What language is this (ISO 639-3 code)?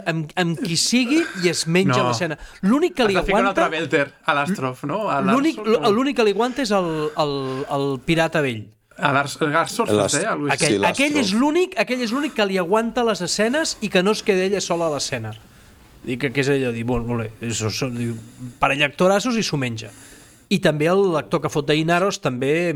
cat